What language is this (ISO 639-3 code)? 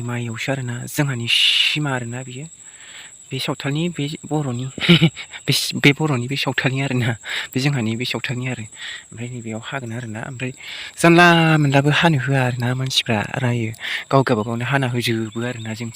brx